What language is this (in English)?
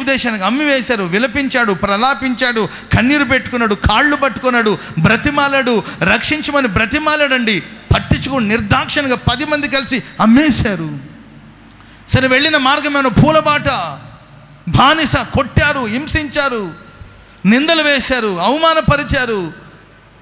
Telugu